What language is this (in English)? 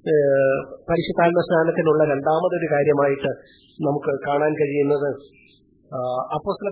Malayalam